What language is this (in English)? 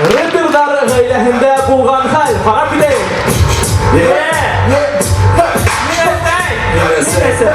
Bashkir